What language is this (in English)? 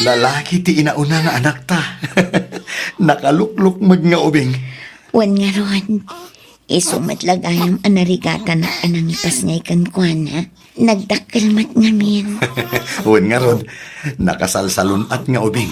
Iloko